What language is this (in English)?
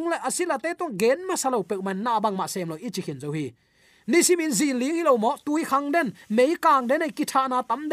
Tedim Chin